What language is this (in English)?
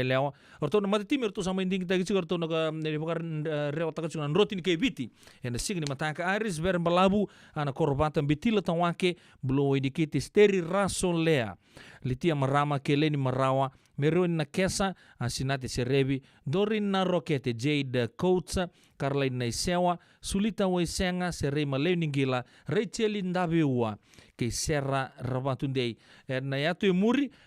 Fijian